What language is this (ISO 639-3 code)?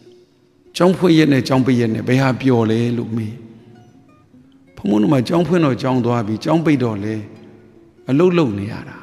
mya